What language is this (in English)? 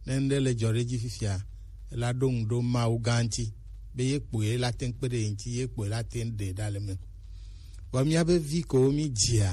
Gen